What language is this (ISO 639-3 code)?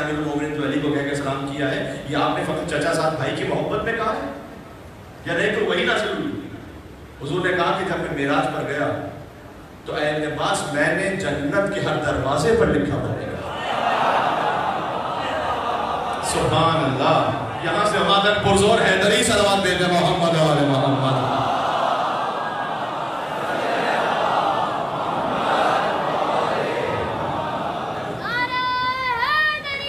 urd